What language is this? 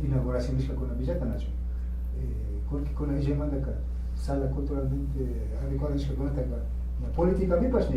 Imbabura Highland Quichua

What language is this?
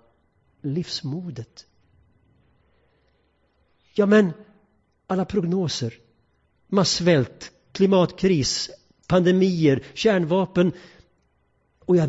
Swedish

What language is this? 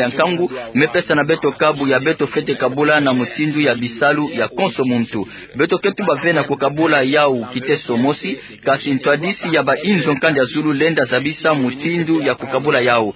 Kituba (Democratic Republic of Congo)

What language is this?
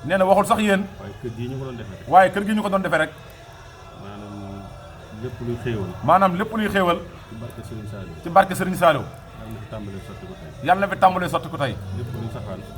Wolof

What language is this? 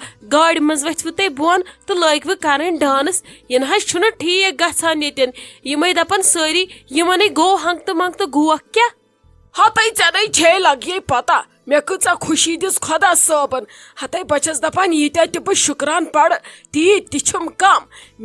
Kashmiri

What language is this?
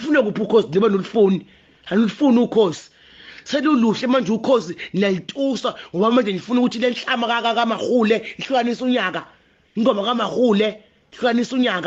Zulu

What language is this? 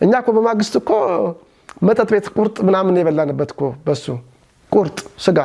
Amharic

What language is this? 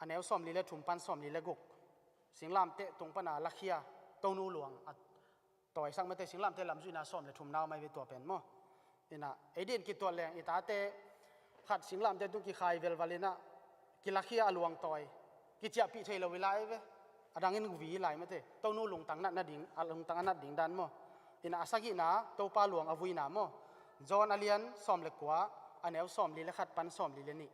Tedim Chin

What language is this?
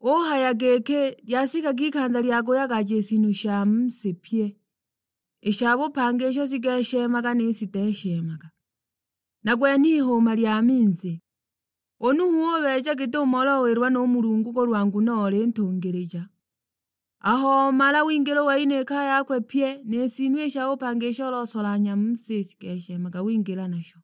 Sukuma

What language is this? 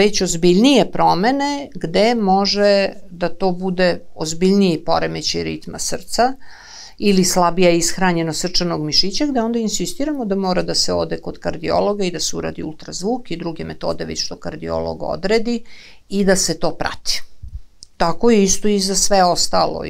Serbian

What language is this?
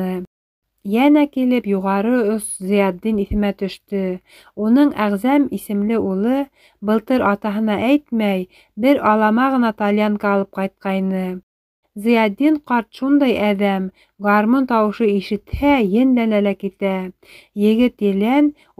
Bashkir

